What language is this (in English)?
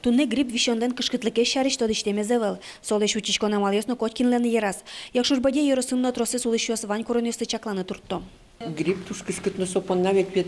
Udmurt